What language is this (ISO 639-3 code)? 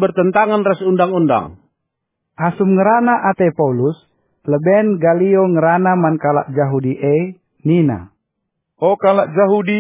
btx